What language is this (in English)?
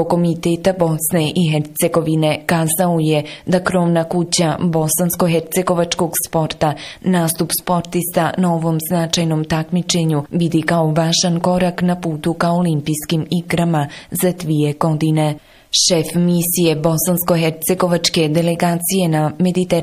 Bosnian